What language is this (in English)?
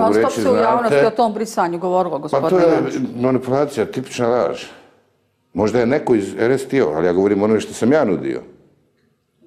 Bosnian